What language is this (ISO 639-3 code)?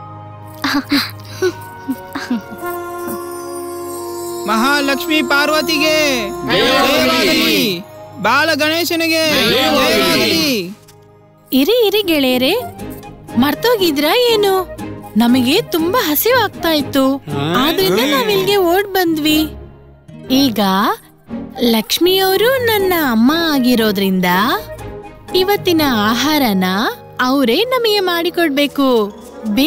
kan